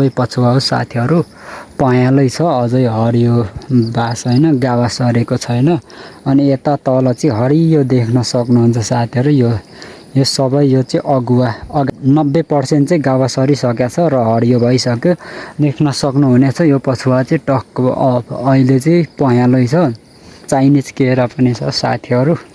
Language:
Nepali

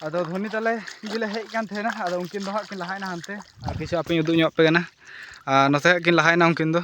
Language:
Santali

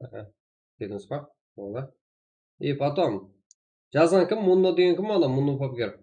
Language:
Kara-Kalpak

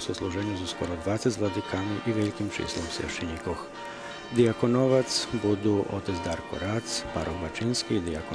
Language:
Rusyn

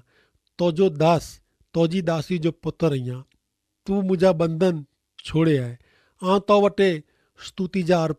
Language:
Kachhi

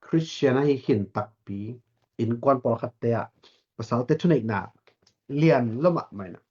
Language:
Tedim Chin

